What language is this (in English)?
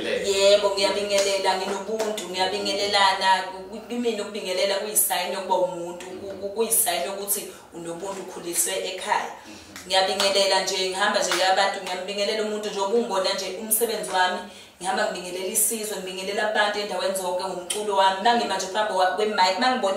Zulu